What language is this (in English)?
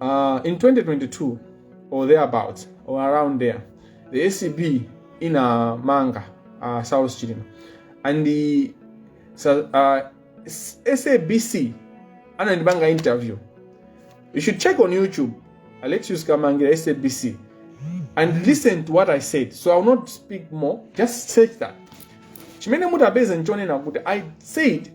Nyanja